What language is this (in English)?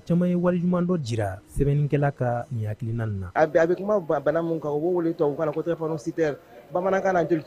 Bambara